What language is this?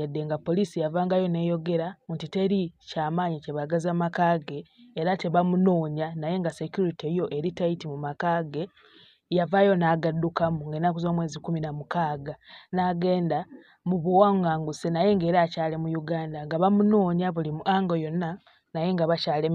Ganda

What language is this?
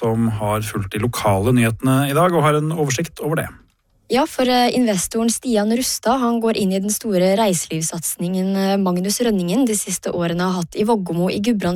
Norwegian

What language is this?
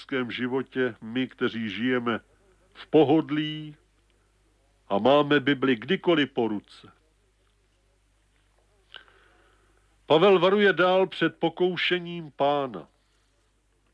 Czech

